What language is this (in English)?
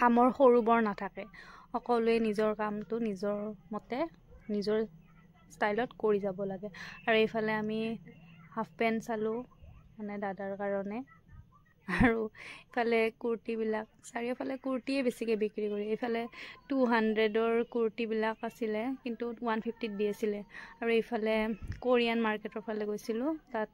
Assamese